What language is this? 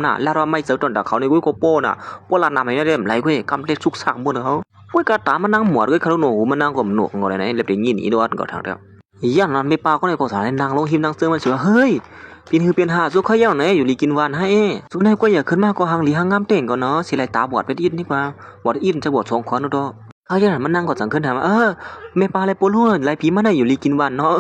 Shan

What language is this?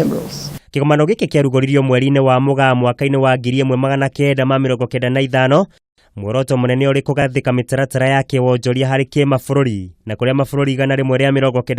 Kikuyu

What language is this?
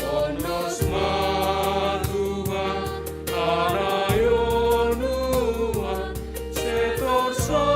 Batak Simalungun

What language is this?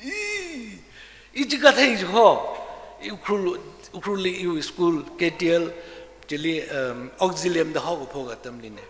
Tangkhul Naga (India)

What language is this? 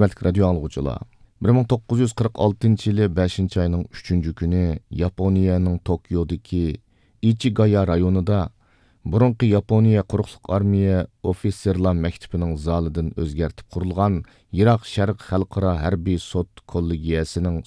Uyghur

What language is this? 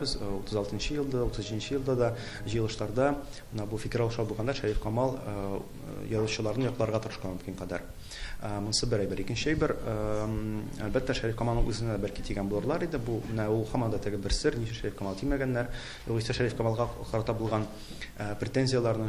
Tatar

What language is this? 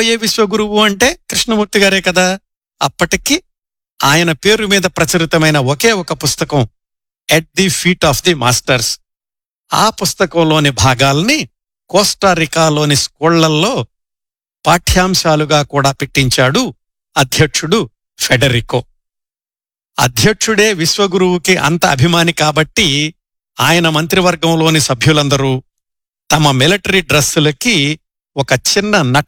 Telugu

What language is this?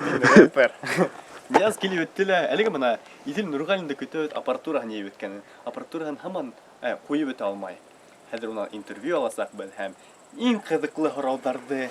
Bashkir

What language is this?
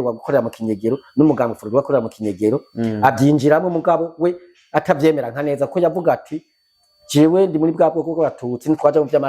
Rundi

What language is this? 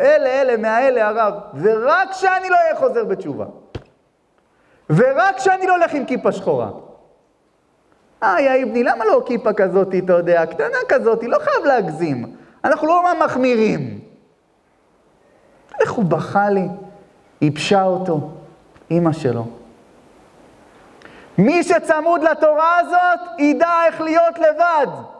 Hebrew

